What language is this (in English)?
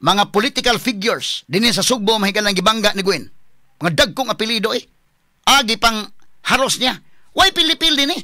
Cebuano